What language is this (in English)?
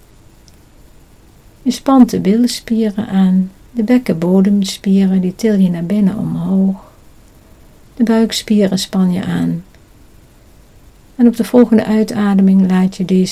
Dutch